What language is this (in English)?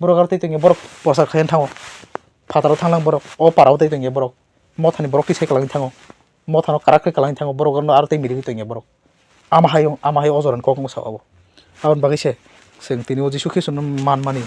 Kok Borok